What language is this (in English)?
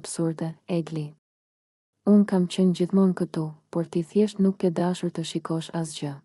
Albanian